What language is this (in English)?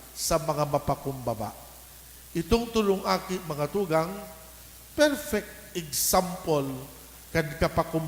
Bikol